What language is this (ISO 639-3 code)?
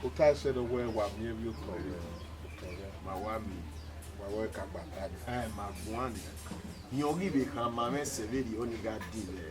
bin